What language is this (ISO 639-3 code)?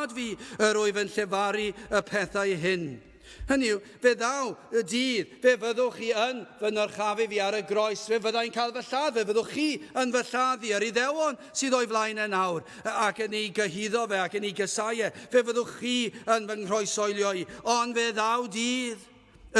cym